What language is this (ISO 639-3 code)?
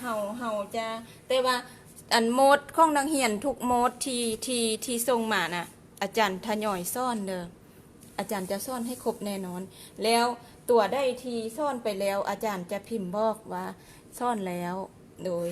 lao